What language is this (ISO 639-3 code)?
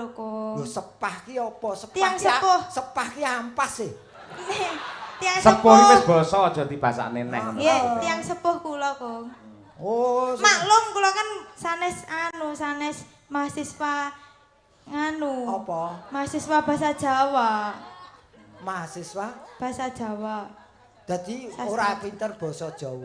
jav